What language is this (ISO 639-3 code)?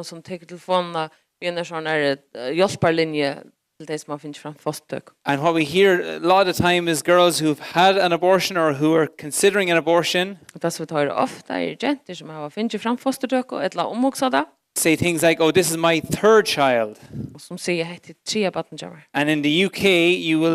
fao